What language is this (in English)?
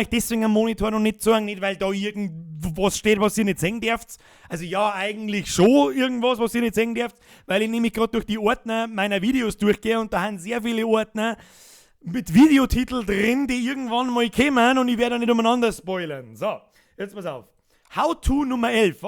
Bavarian